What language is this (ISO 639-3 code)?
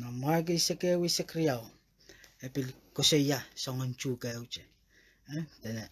pon